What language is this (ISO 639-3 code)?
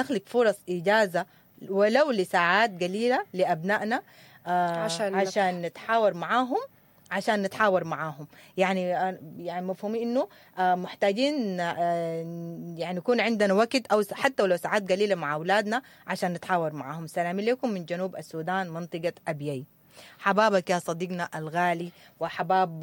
apd